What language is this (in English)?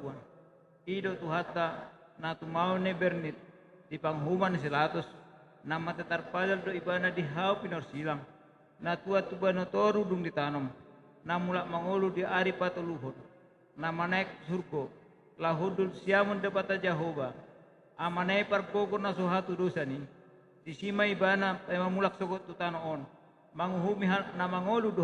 Batak Toba